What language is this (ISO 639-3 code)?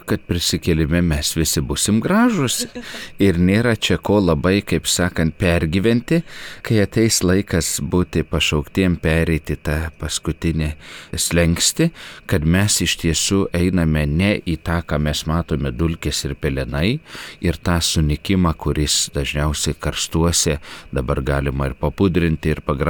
lit